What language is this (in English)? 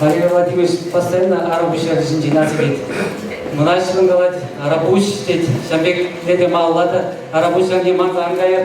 Chuvash